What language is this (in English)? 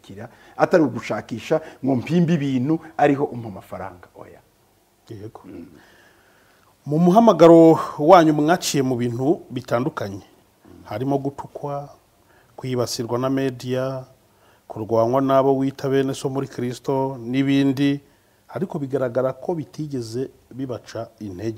Kinyarwanda